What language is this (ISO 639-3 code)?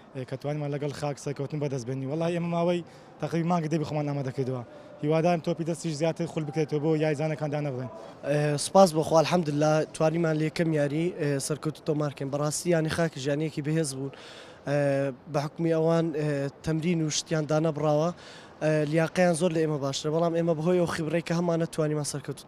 ckb